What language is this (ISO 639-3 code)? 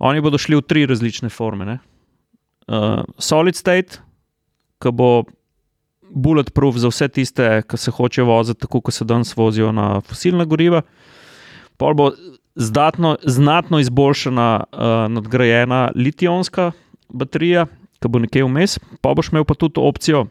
slv